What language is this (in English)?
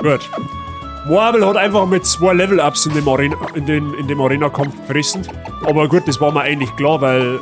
Bavarian